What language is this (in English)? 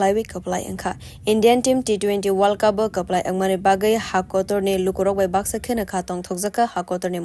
Kok Borok